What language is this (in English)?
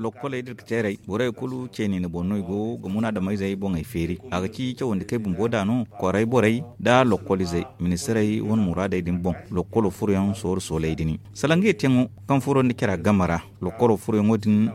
Zarma